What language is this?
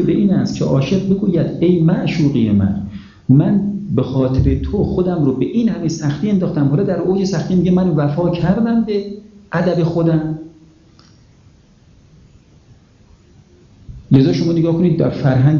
Persian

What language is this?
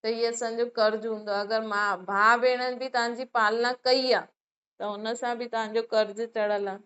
Sindhi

